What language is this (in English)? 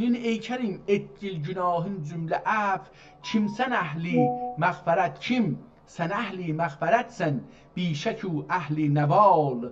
South Azerbaijani